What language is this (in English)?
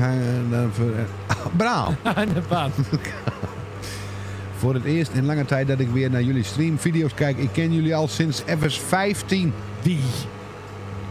Dutch